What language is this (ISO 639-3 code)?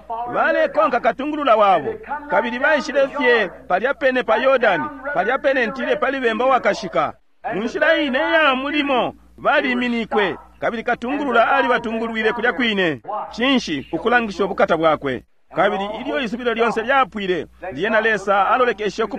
bem